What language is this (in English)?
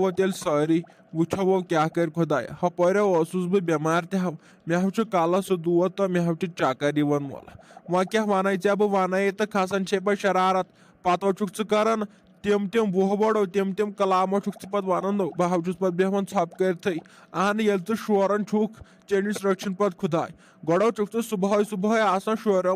Kashmiri